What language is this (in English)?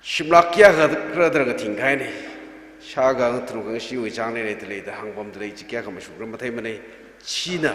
Tangkhul Naga (India)